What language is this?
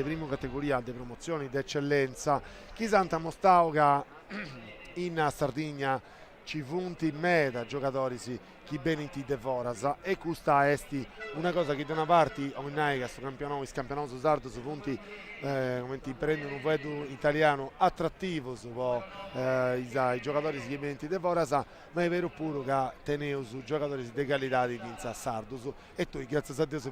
Sardinian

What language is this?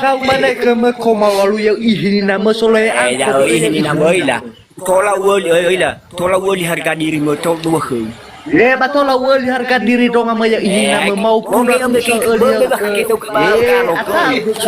Nias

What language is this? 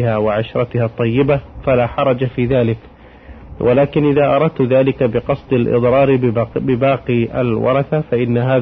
Arabic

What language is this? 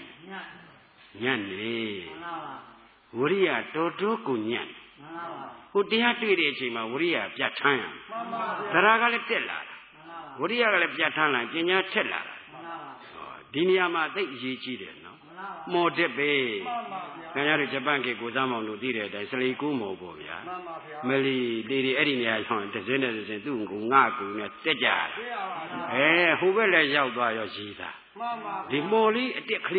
Burmese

